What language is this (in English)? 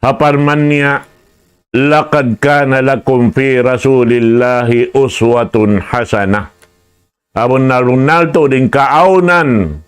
Tausug